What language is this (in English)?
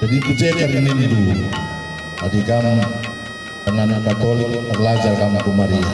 Batak Karo